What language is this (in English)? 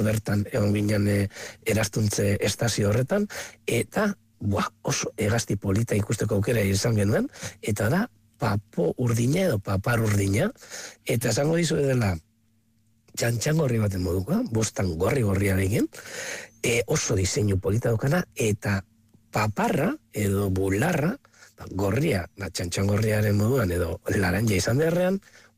Basque